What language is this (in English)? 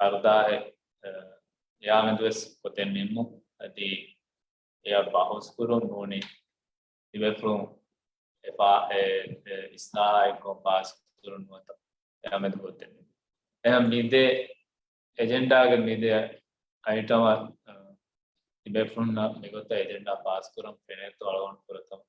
Divehi